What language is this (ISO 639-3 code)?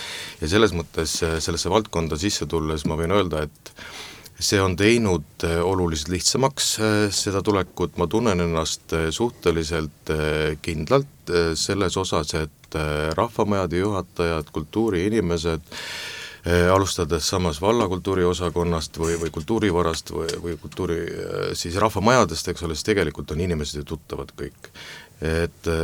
est